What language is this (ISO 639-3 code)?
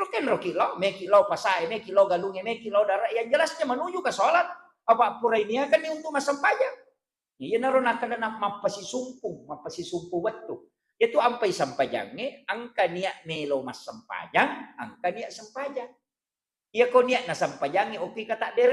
bug